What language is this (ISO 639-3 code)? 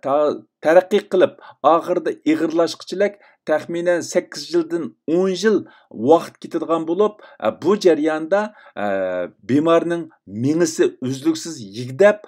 uig